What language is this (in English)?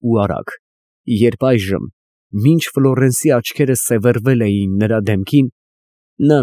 Armenian